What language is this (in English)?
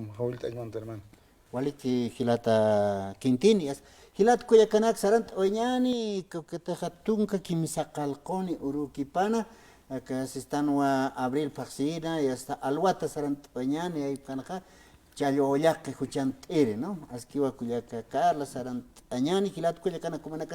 Aymara